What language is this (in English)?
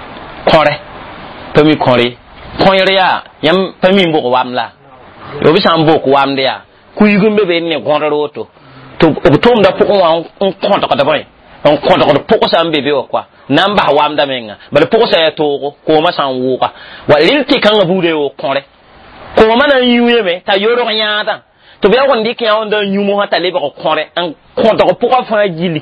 Mossi